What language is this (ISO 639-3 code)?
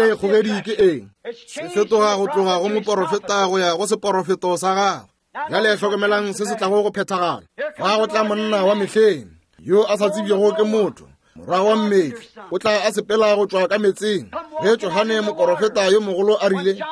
nso